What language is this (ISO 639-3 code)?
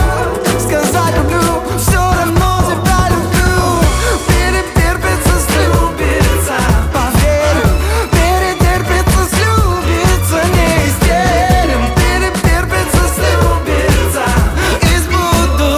rus